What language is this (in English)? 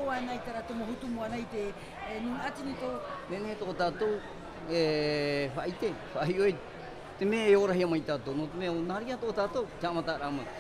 Tahitian